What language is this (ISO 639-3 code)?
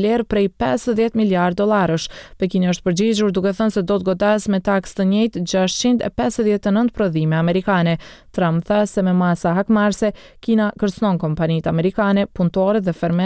sqi